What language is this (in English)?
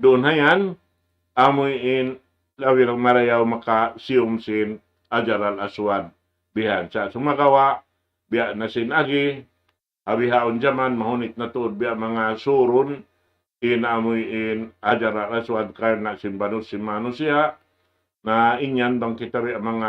Tausug